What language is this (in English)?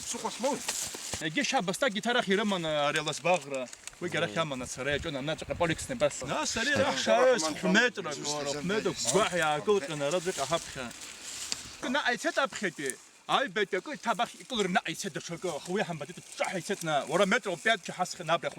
Abkhazian